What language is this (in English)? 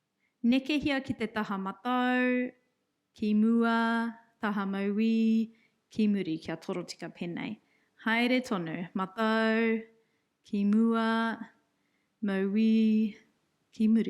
Māori